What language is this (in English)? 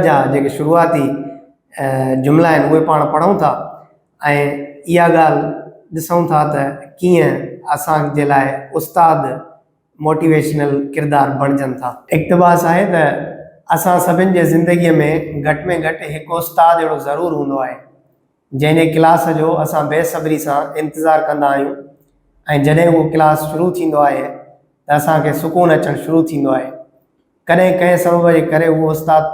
Sindhi